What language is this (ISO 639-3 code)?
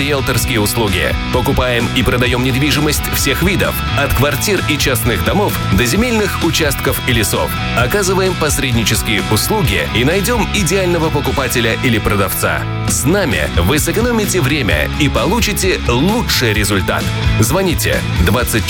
rus